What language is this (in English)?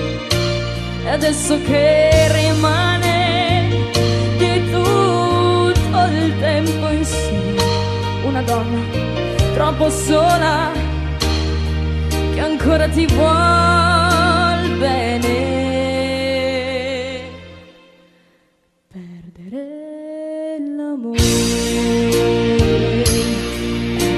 Italian